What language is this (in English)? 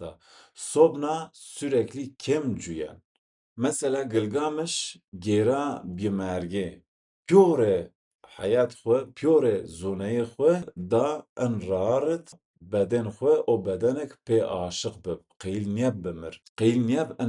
Zaza